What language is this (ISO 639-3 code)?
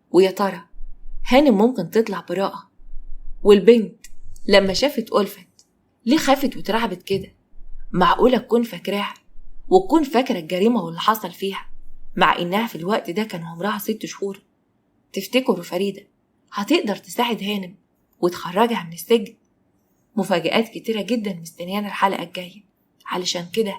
arz